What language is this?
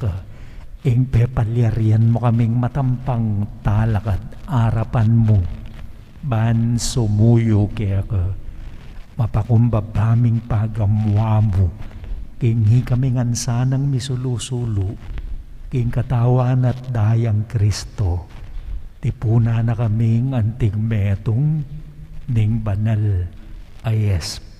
Pampanga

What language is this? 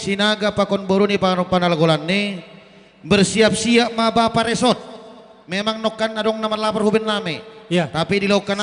Batak Simalungun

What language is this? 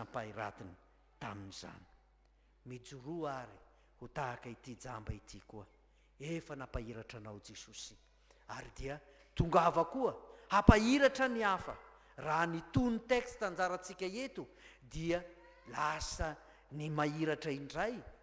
Malagasy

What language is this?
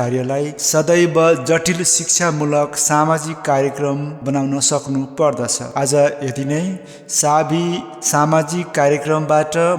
Nepali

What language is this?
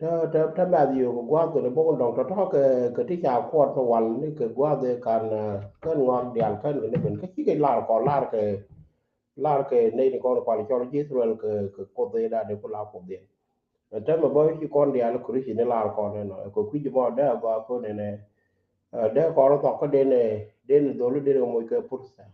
Nuer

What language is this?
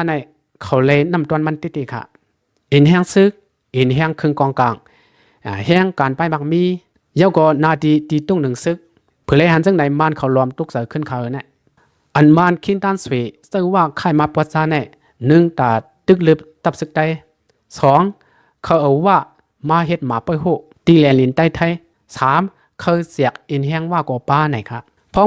Shan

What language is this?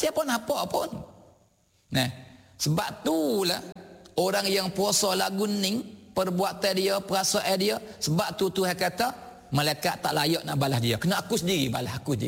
Malay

